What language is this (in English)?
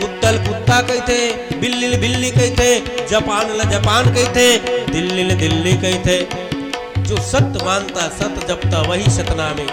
Chhattisgarhi